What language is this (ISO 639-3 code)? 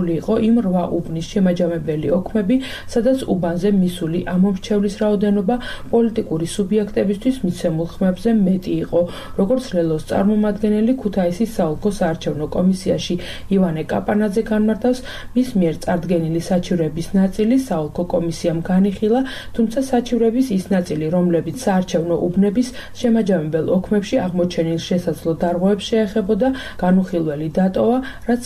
kat